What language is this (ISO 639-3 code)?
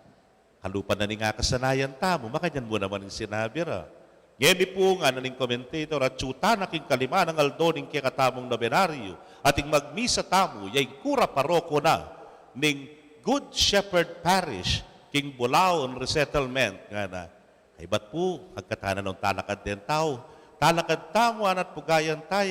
pam